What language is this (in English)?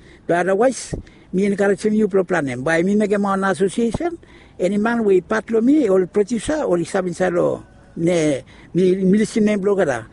Bislama